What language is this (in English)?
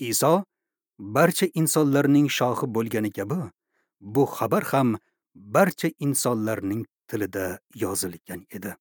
Uzbek